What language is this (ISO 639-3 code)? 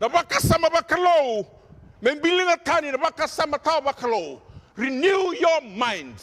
fij